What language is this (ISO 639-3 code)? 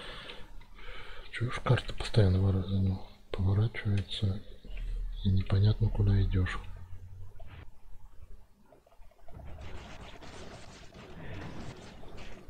rus